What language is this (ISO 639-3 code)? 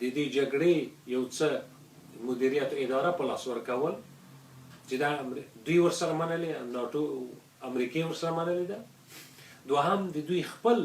pus